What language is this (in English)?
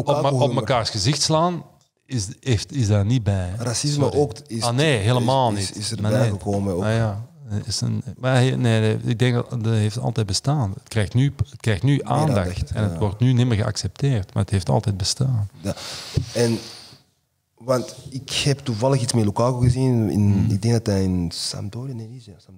Dutch